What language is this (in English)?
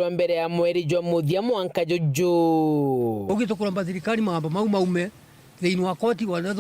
Meru